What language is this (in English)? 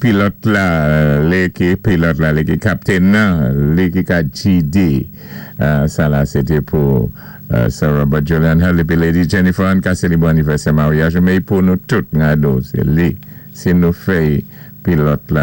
Saint Lucian Creole French